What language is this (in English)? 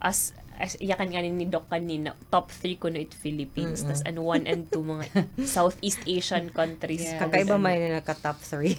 Waray